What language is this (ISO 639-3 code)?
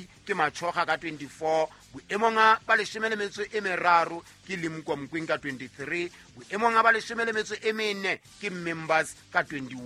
sot